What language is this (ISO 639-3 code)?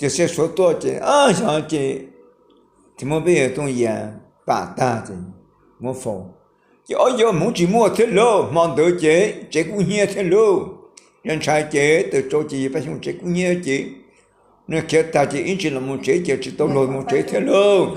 hmn